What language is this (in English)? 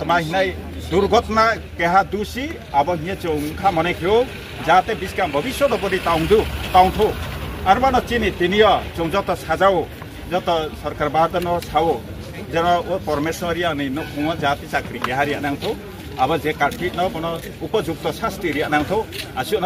Riang (India)